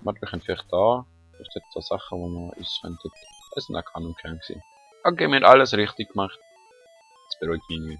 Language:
Swiss German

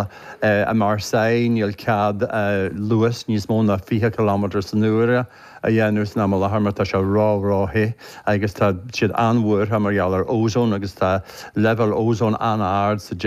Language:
Irish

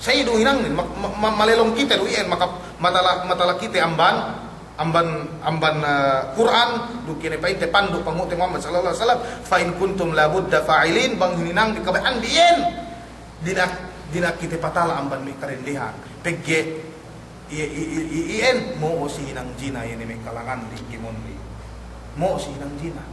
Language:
Yakan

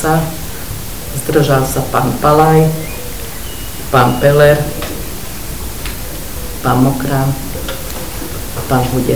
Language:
Slovak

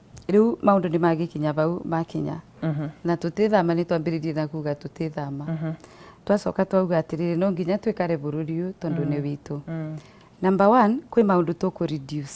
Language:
Kikuyu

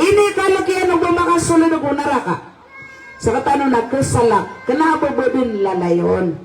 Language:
Maranao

